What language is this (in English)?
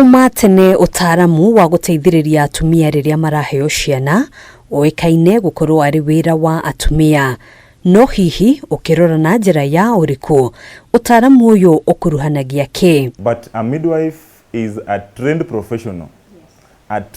Kikuyu